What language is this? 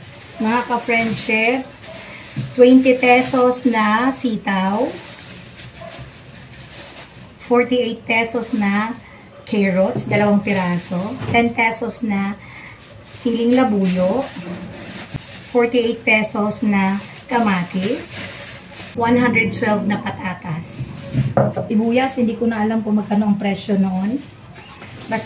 Filipino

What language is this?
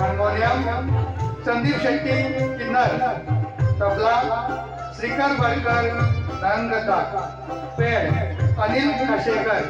Konkani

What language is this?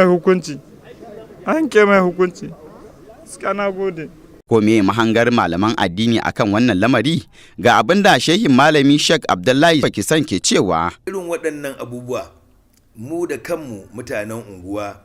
Hausa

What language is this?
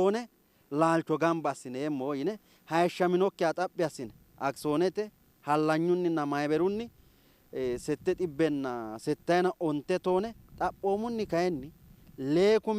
Sidamo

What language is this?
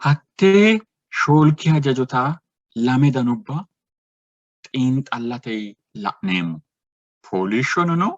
Sidamo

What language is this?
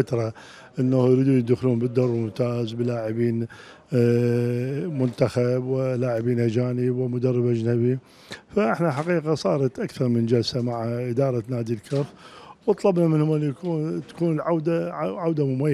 Mesopotamian Arabic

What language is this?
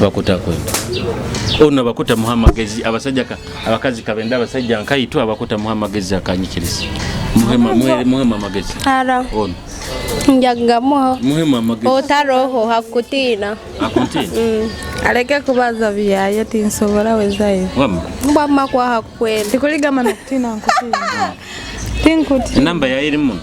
Nyoro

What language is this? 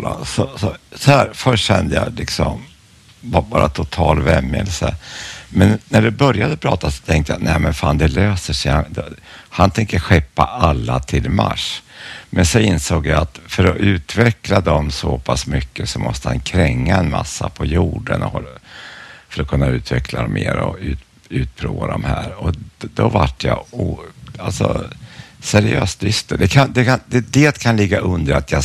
Swedish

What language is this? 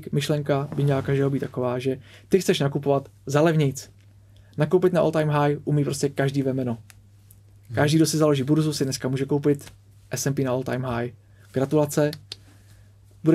Czech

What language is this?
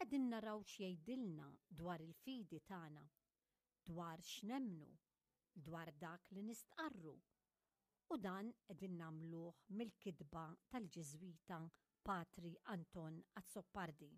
Maltese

